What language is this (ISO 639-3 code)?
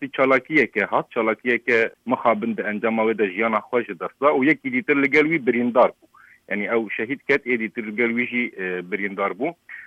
kur